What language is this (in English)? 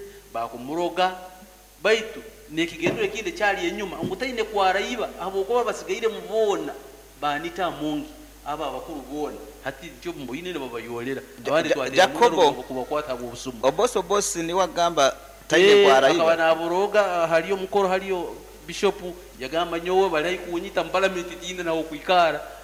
Nyoro